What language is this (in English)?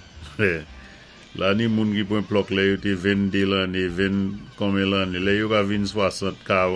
Saint Lucian Creole French